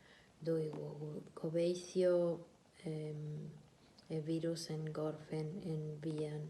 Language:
Welsh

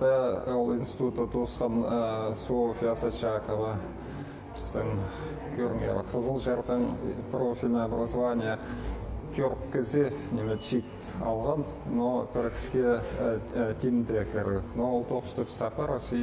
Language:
Khakas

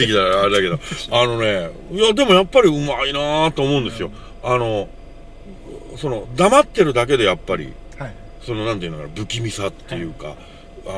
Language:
Japanese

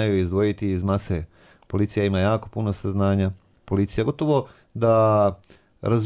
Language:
Serbian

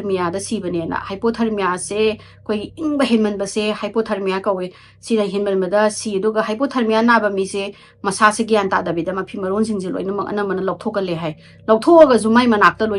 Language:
Manipuri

